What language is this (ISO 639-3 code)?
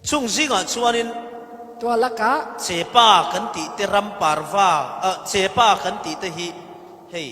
cfm